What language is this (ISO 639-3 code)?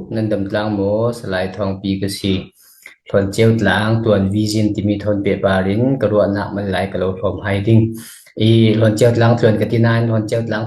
cfm